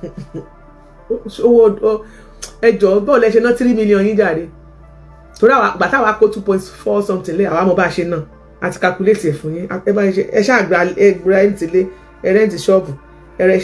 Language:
Yoruba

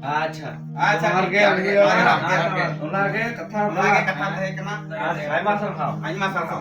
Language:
Santali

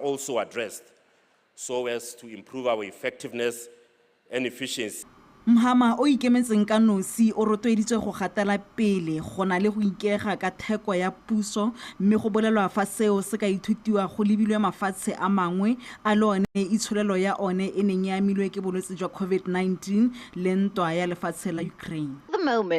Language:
Tswana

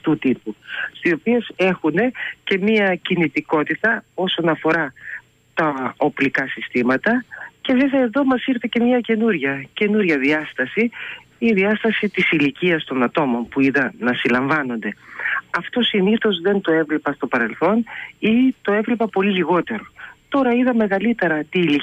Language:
Greek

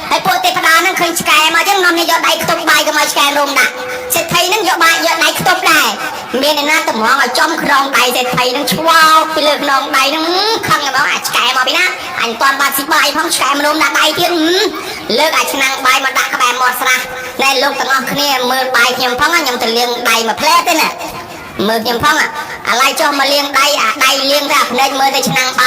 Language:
Khmer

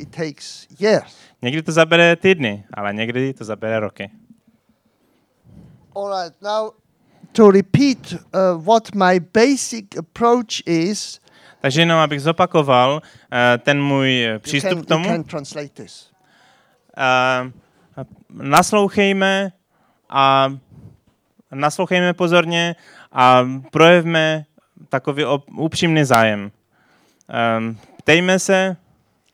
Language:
Czech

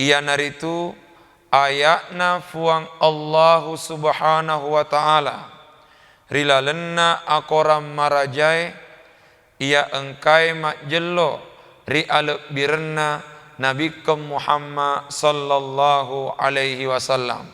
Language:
Buginese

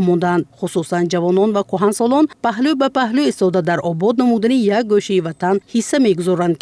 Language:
Tajik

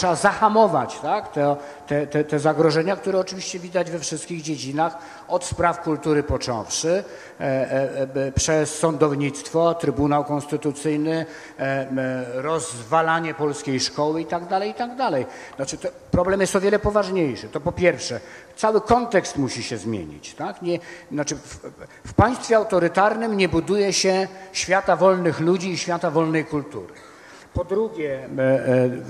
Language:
Polish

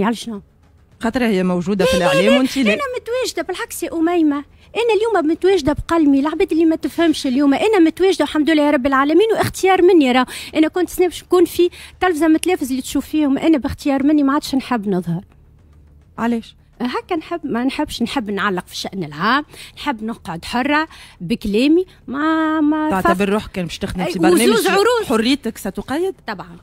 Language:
Tunisian Arabic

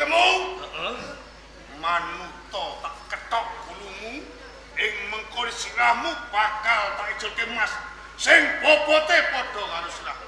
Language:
Javanese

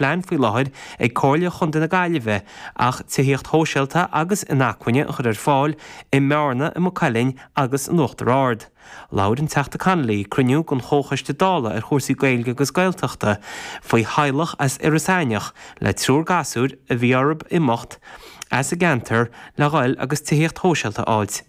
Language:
Irish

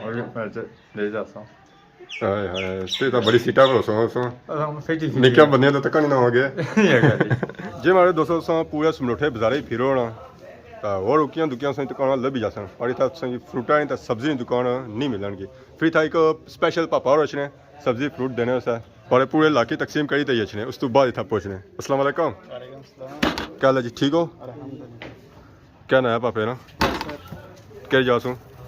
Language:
Pahari-Potwari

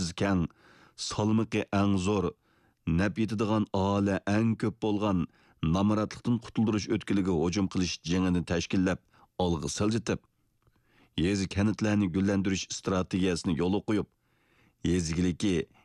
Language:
Uyghur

